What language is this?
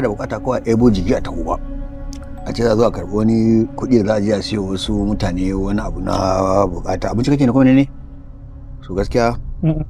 Hausa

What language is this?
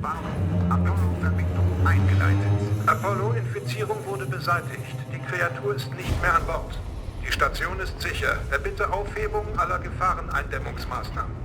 Swiss German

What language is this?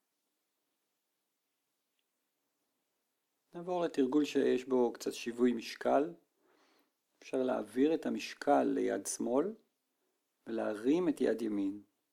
Hebrew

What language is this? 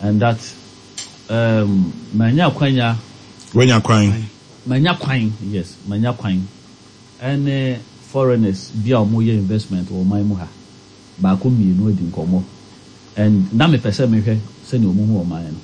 Akan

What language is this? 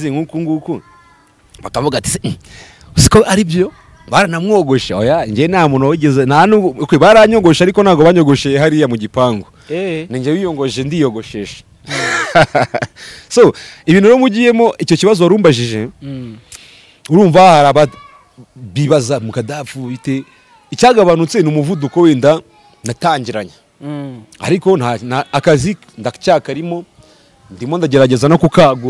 Kinyarwanda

